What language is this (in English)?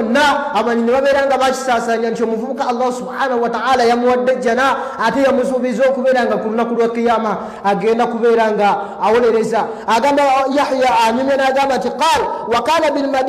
Ganda